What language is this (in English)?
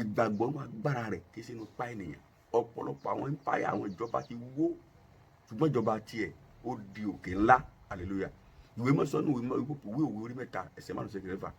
Yoruba